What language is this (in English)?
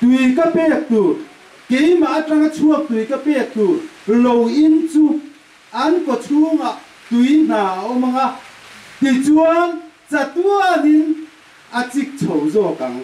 Hakha Chin